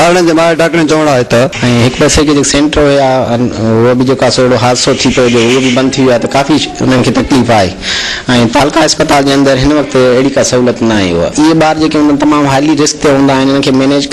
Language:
Sindhi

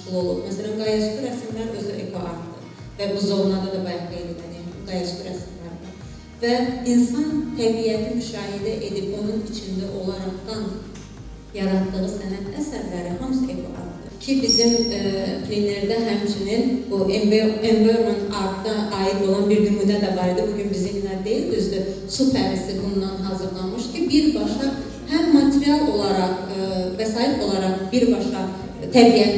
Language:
Azerbaijani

